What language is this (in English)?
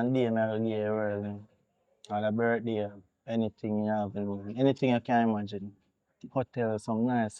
Jamaican Creole English